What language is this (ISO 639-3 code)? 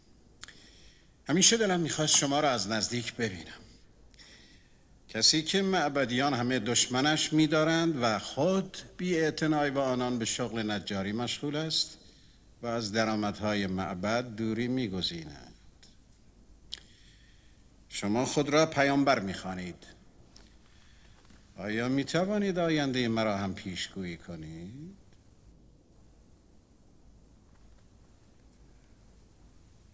fas